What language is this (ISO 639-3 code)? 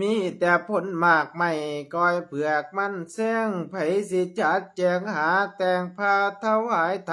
lao